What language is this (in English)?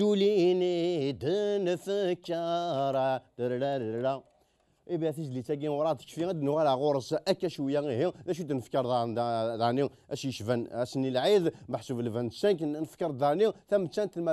Kabyle